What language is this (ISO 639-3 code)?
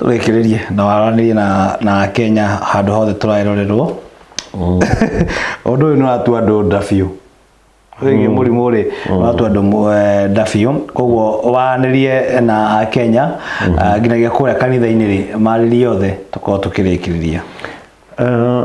kik